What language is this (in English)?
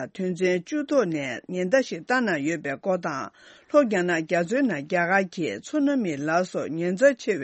Tibetan